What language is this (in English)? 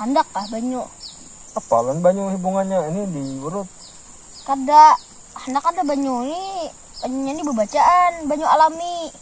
Banjar